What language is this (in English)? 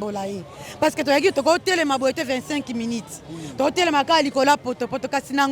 Lingala